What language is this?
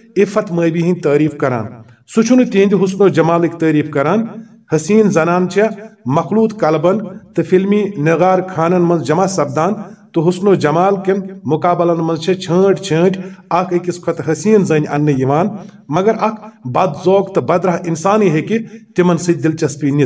Kashmiri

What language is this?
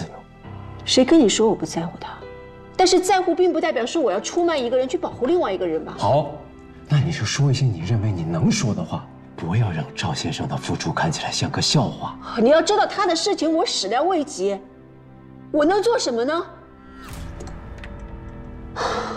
Chinese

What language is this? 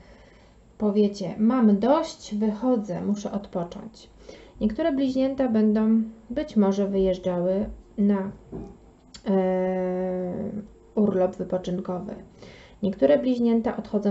Polish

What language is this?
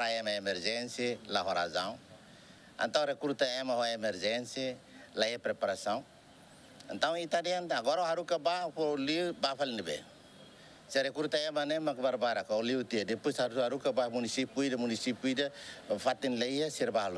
Tetum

